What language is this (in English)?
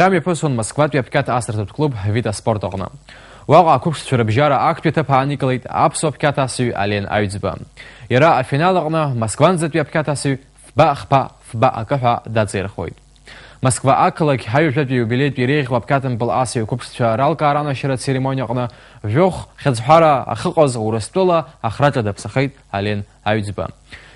Abkhazian